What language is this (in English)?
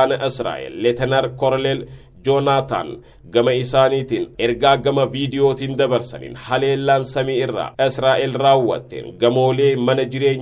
Oromo